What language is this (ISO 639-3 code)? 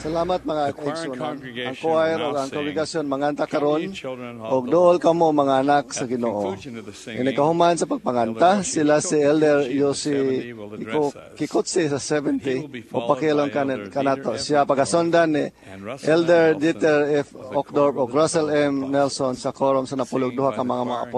ceb